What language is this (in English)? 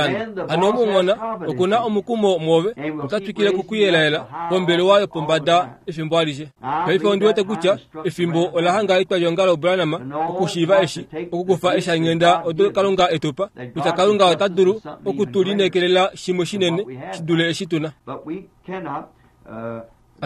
Kuanyama